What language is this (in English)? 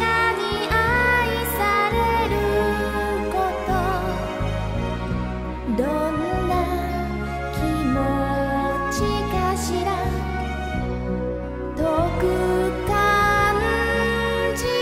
Japanese